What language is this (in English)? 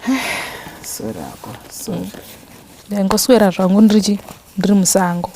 Shona